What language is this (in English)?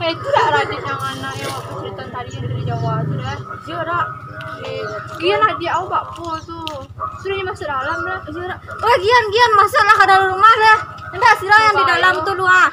Minangkabau